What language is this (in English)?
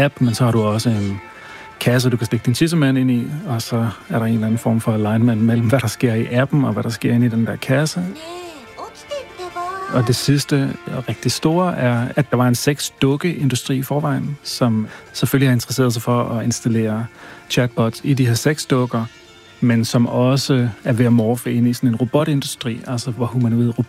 Danish